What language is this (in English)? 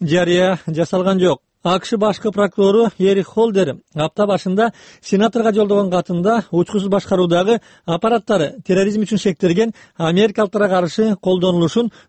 Kyrgyz